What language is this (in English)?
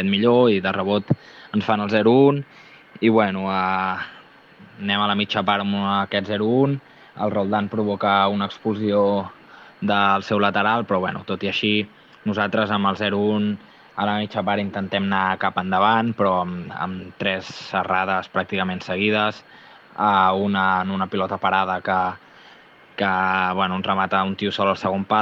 Catalan